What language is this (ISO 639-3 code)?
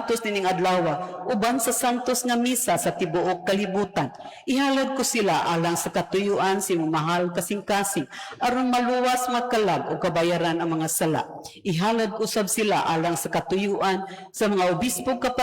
ceb